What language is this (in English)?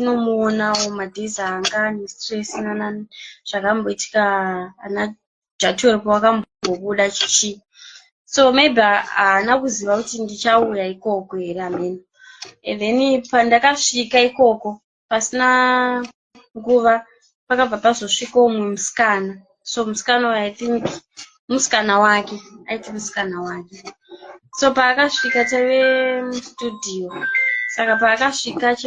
Shona